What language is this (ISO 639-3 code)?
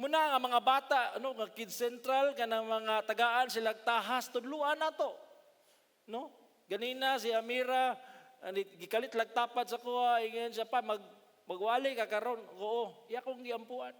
ceb